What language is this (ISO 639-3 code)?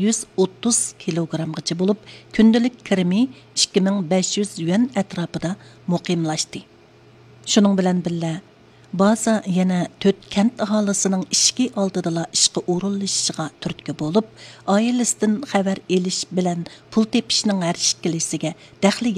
uig